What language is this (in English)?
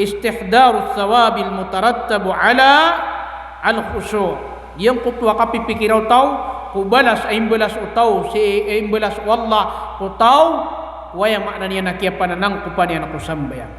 Maranao